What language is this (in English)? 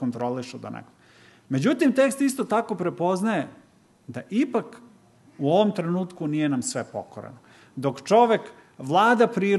Serbian